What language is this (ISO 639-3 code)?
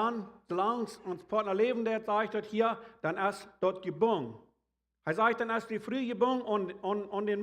pdt